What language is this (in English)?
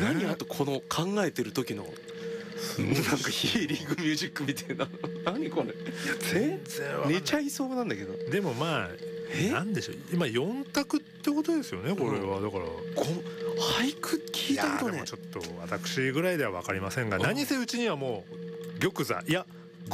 Japanese